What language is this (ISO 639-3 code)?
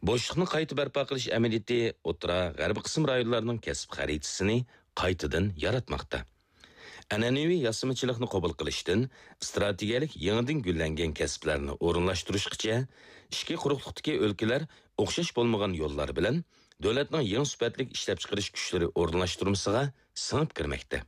uig